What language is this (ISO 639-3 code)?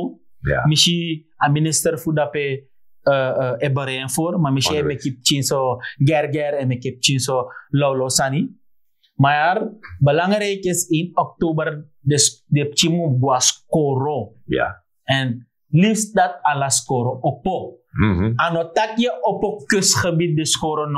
srn